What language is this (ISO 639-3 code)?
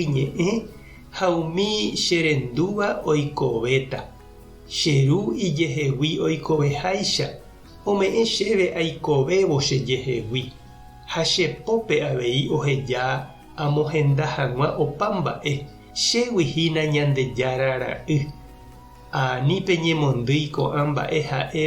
grn